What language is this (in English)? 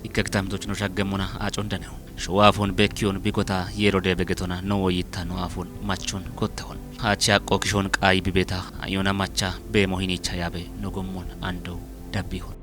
Kafa